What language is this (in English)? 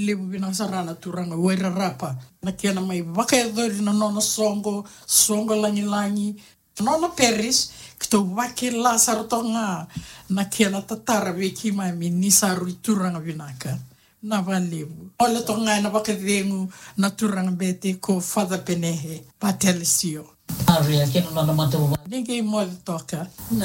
Fijian